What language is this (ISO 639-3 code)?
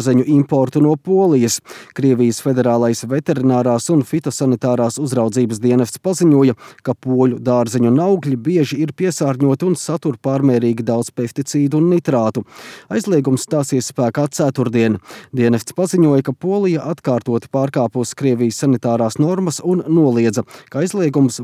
lav